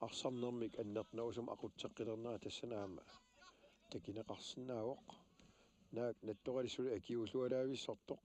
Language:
Kalaallisut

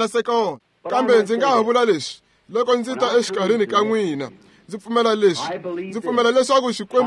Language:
Tsonga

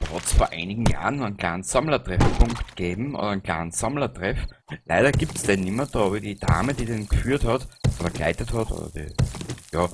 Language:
Bavarian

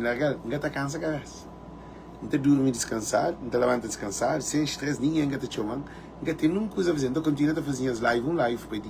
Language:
Kabuverdianu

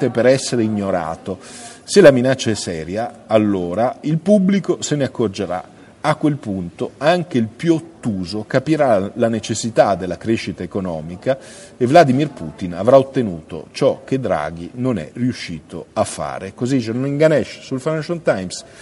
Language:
Italian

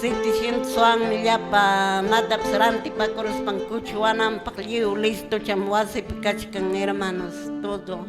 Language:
Quechua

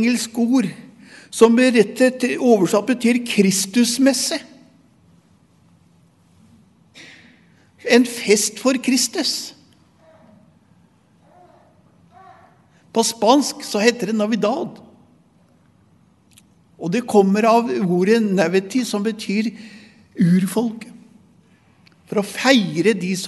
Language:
Norwegian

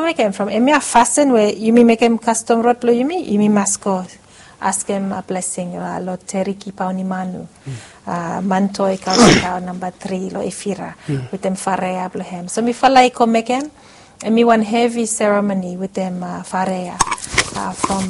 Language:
Bislama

